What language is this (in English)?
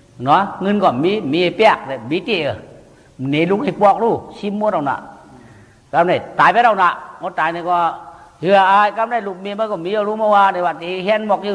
Shan